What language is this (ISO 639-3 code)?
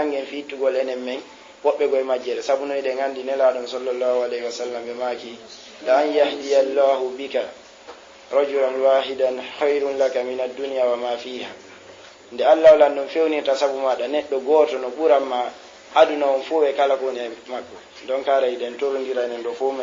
ful